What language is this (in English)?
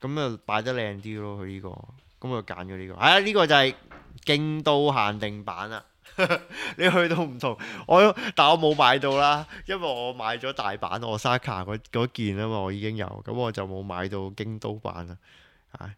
Cantonese